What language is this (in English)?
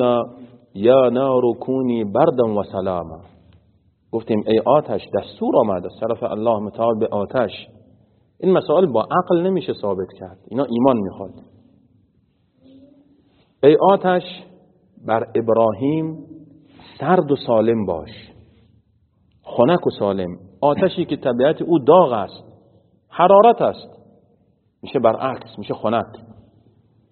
Persian